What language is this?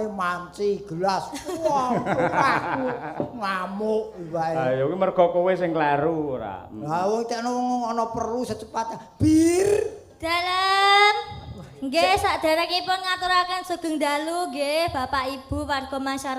Javanese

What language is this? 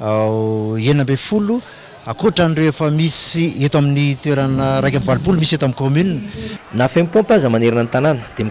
Malagasy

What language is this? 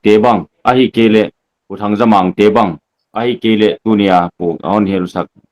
Paite Chin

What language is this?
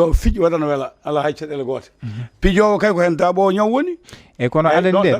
Fula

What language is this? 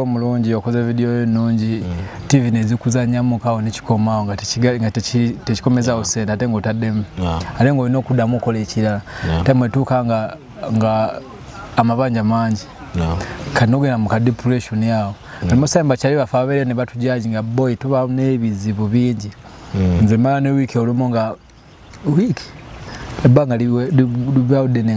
Ganda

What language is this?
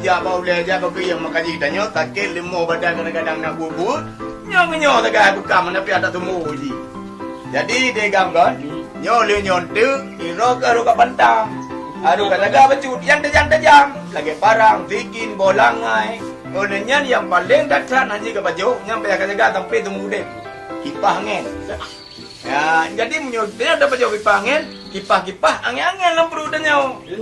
Achinese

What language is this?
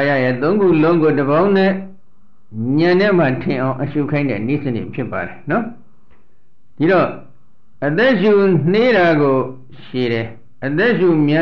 Burmese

